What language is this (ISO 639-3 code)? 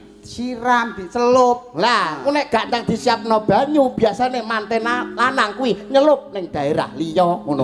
jav